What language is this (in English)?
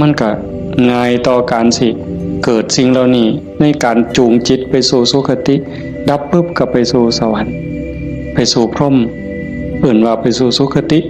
Northeastern Thai